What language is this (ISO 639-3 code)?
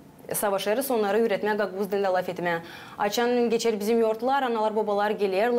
gag